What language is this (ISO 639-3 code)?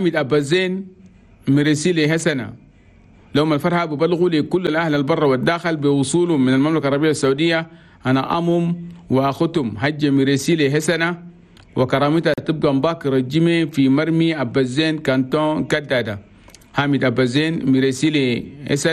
shu